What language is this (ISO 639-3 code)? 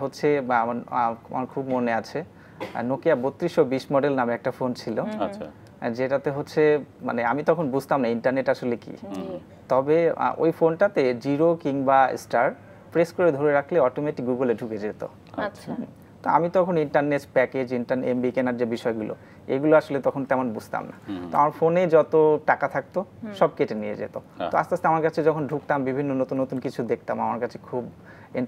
ben